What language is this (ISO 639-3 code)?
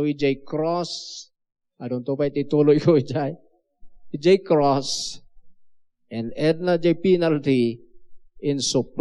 ilo